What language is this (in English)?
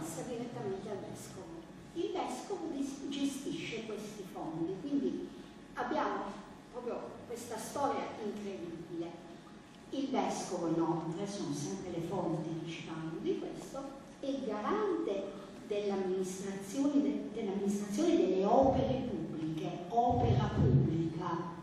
Italian